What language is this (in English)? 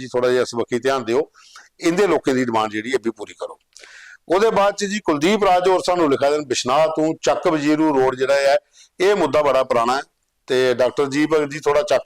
Dogri